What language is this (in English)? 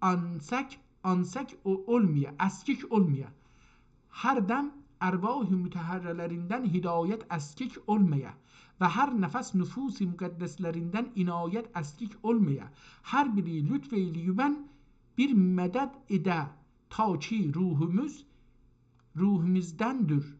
South Azerbaijani